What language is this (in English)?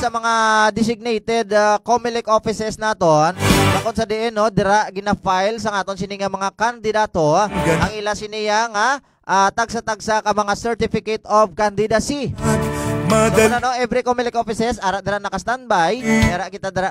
Hiligaynon